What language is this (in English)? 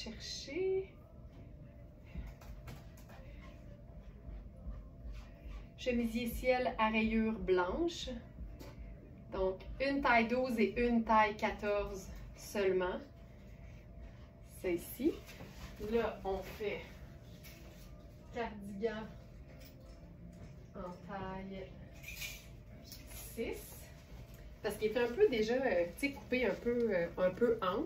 French